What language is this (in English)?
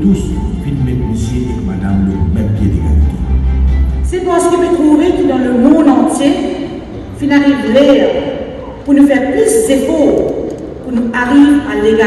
Morisyen